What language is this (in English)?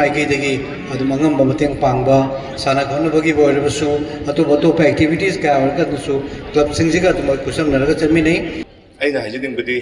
Manipuri